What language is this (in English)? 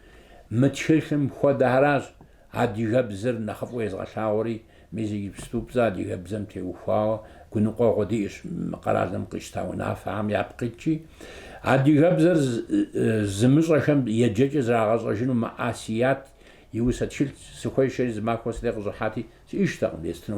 Kabardian